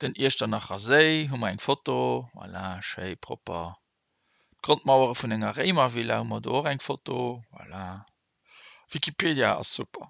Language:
Luxembourgish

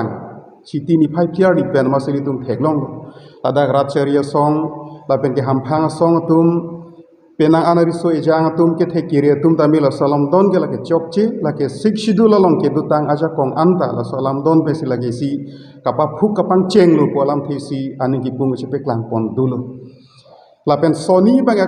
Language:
Karbi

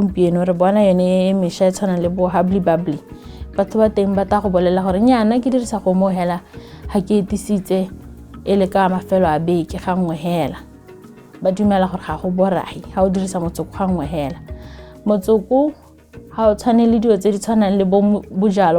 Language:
Tswana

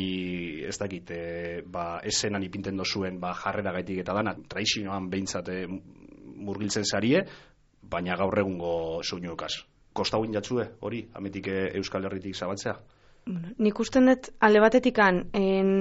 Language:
Basque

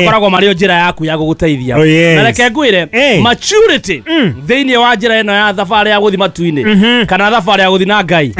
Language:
Kikuyu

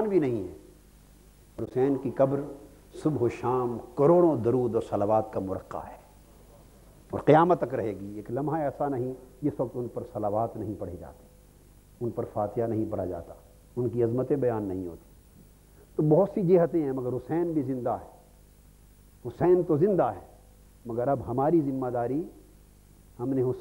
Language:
Urdu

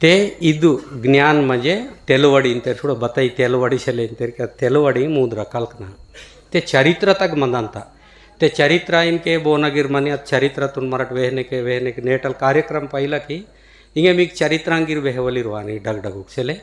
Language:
Gondi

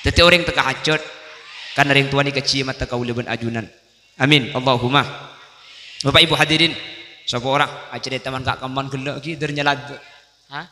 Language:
Madurese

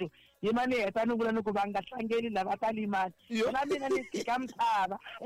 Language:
Tsonga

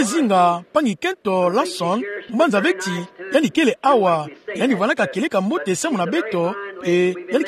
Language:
Kituba (Democratic Republic of Congo)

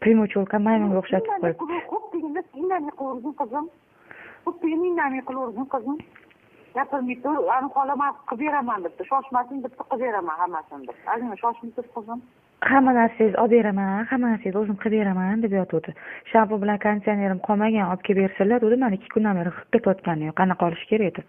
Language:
Uzbek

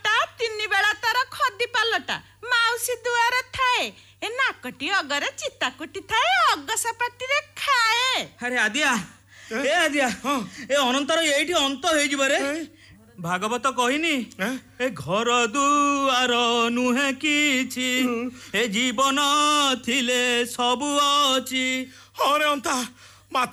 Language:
Odia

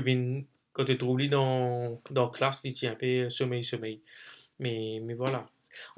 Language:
Morisyen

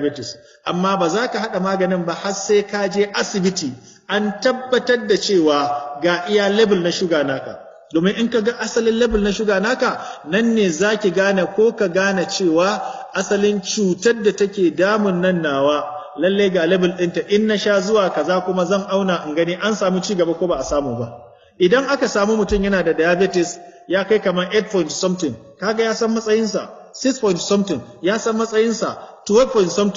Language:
Hausa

